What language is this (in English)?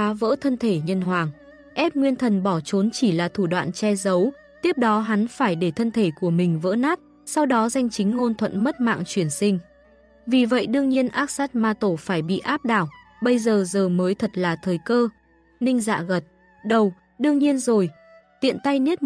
Vietnamese